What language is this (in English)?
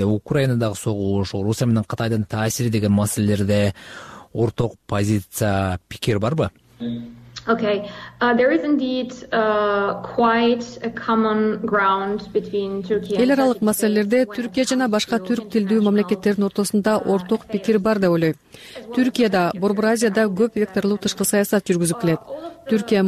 Kyrgyz